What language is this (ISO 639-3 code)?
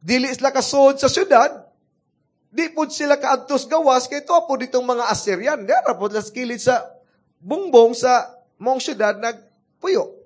ceb